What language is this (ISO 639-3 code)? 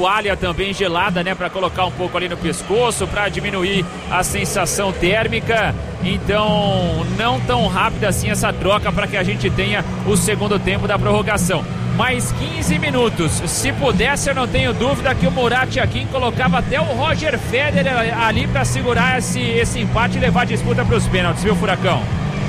por